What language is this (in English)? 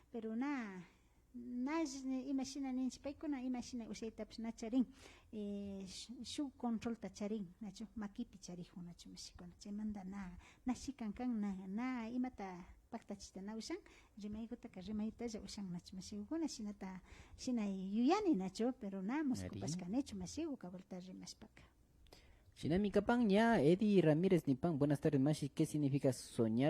Imbabura Highland Quichua